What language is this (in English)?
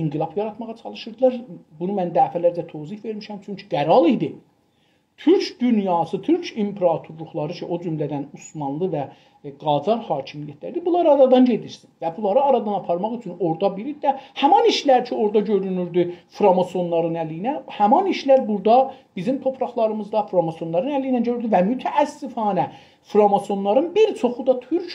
South Azerbaijani